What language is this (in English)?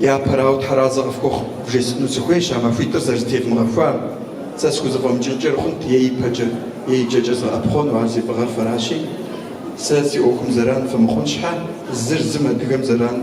Kabardian